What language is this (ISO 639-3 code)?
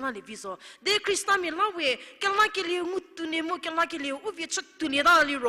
njm